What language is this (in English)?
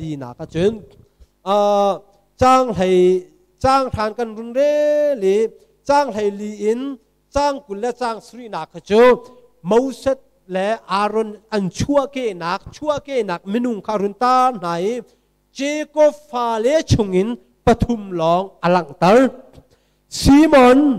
Hakha Chin